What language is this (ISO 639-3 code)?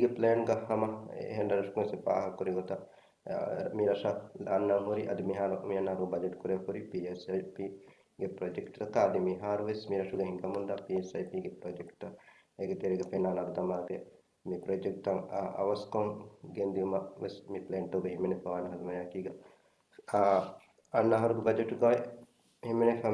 div